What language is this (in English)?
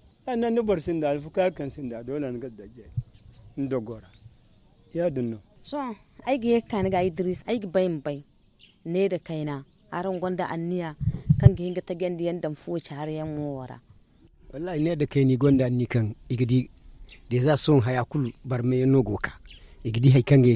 Zarma